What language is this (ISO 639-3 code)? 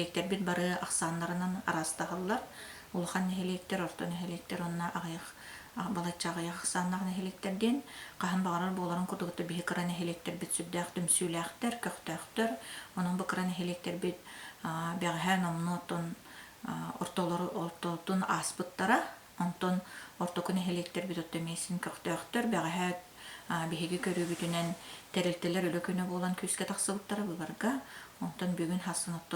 sah